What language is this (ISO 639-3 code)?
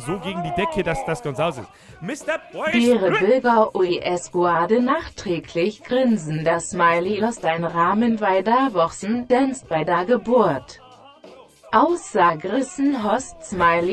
bar